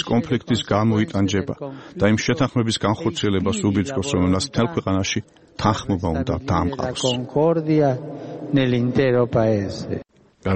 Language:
Georgian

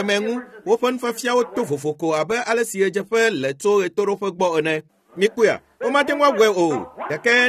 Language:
Ewe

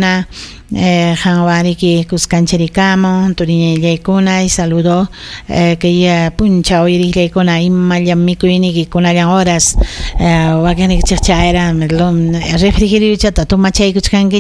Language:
Ayacucho Quechua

